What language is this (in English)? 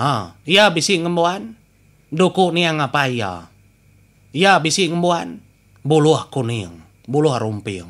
Iban